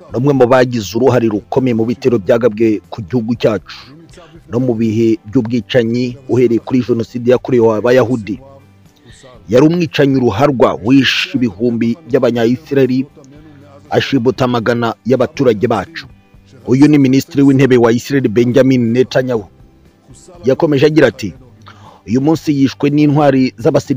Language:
Kinyarwanda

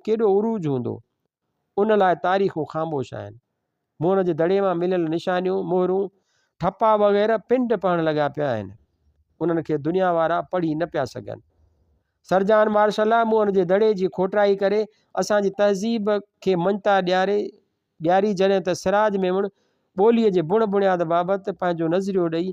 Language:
Sindhi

